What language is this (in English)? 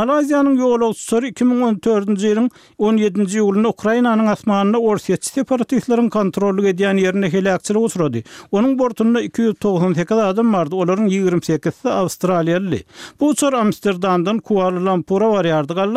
Turkmen